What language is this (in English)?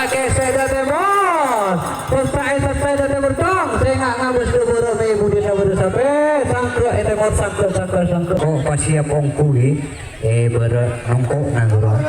Madurese